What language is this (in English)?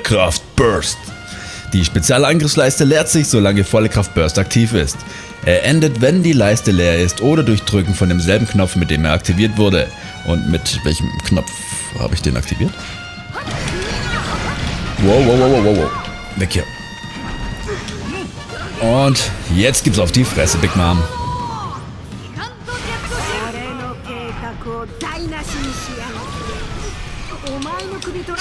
German